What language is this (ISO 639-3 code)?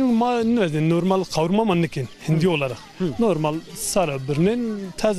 zza